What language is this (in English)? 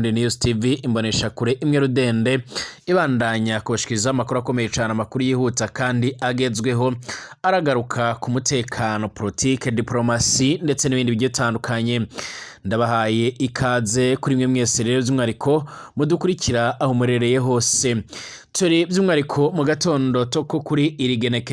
Rundi